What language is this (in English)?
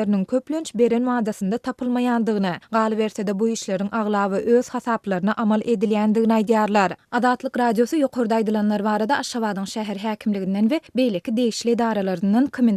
Turkmen